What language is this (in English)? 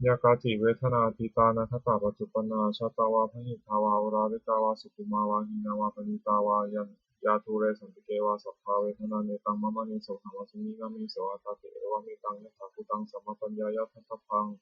Pali